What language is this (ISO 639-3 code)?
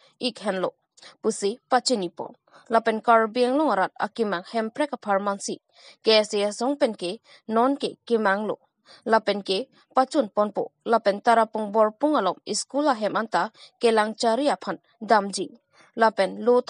mjw